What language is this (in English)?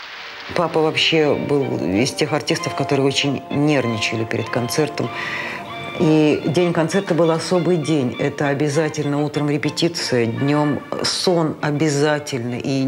Russian